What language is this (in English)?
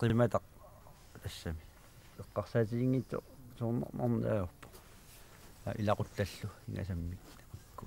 Kalaallisut